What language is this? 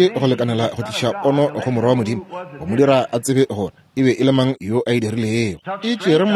Northern Sotho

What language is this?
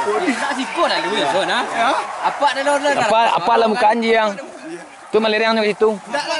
Minangkabau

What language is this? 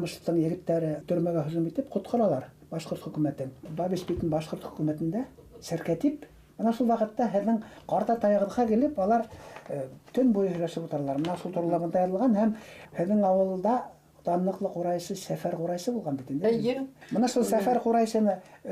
Bashkir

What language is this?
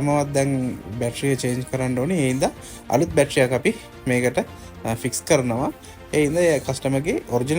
Sinhala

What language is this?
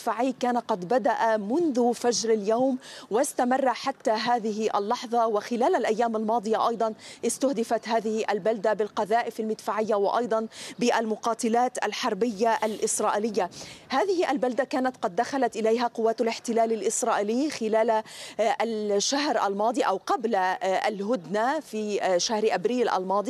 Arabic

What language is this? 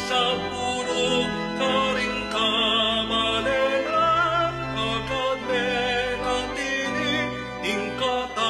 Pampanga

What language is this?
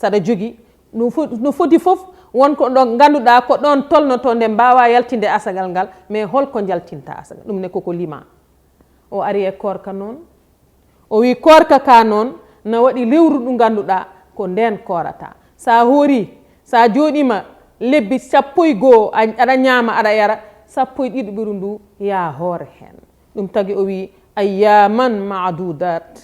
Fula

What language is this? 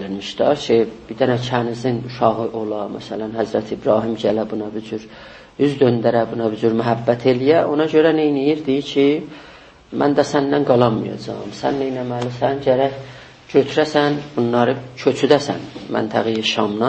South Azerbaijani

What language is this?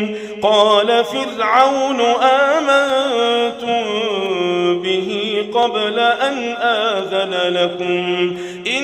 Arabic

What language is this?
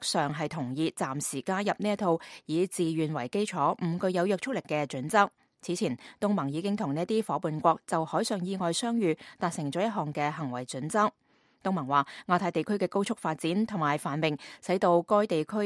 Cantonese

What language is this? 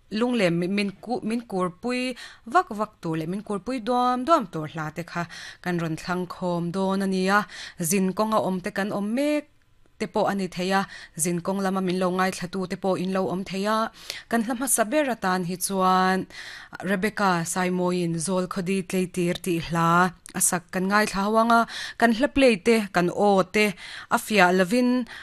Mizo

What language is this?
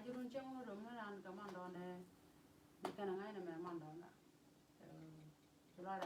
Nuer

